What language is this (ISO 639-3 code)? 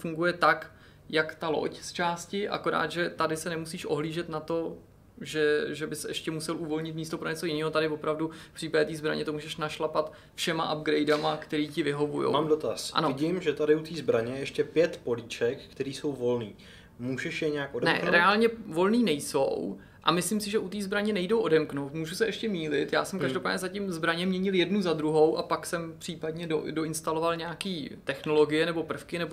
ces